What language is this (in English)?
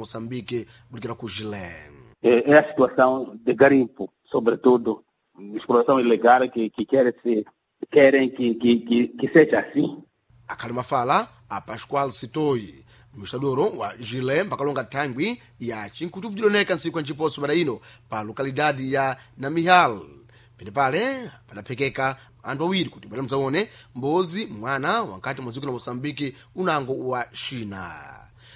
Sena